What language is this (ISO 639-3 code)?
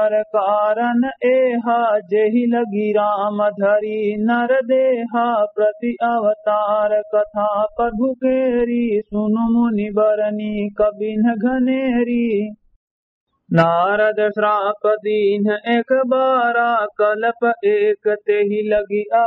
awa